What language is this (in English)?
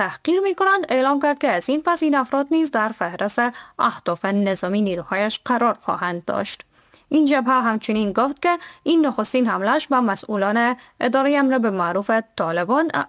Persian